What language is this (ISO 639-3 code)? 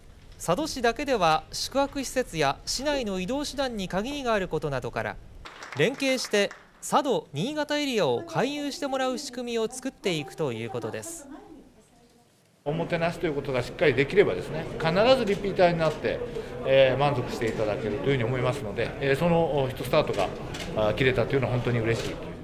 jpn